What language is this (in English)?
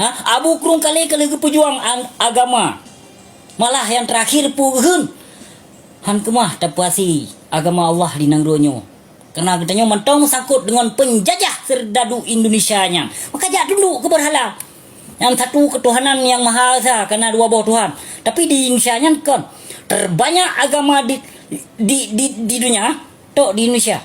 Achinese